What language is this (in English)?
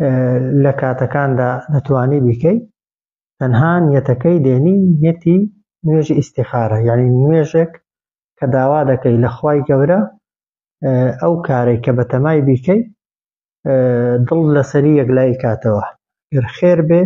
Central Kurdish